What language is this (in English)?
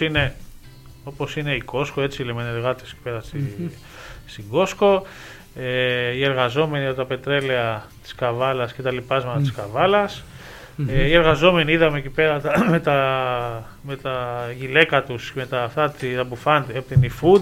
Greek